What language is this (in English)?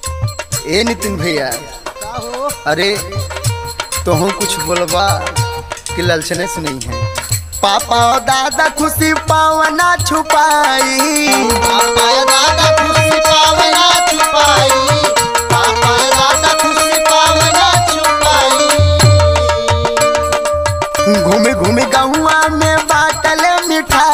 Bhojpuri